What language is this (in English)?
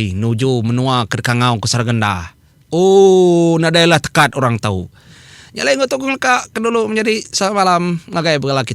Iban